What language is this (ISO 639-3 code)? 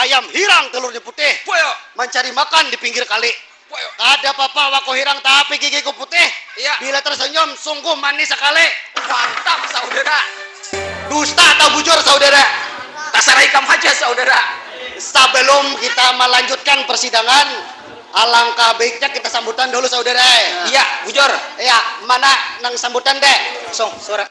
bjn